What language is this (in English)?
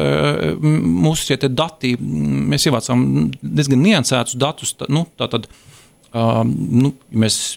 Latvian